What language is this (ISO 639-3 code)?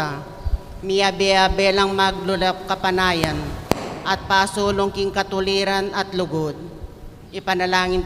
pam